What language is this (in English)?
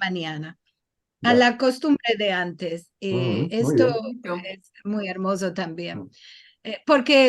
Ladino